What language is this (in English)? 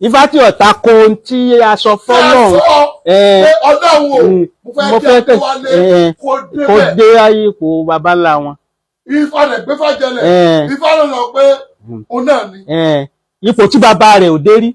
Yoruba